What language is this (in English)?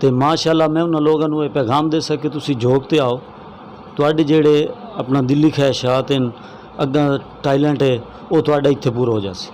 Saraiki